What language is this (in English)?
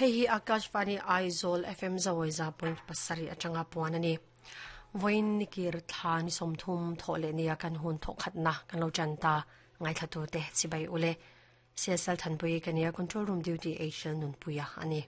Mizo